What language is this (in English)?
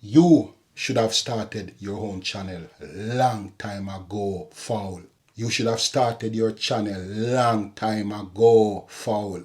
Jamaican Creole English